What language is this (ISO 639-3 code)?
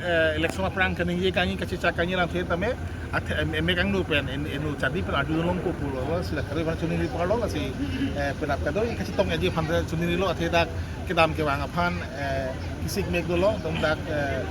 mjw